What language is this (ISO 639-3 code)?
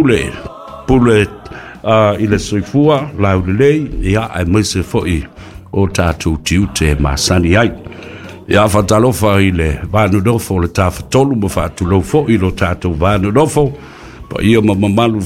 smo